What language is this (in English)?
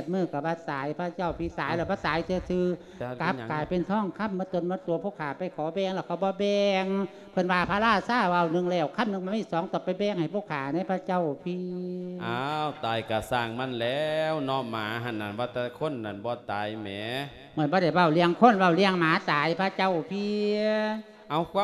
Lao